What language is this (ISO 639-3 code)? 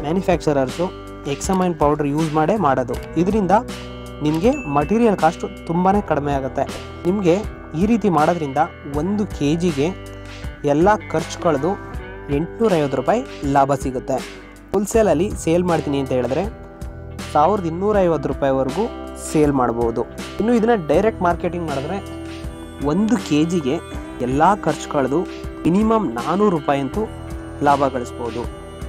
kan